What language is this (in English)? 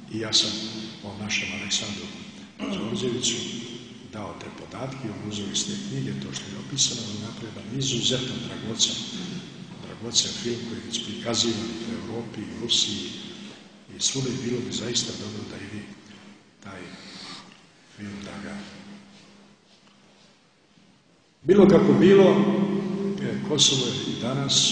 Serbian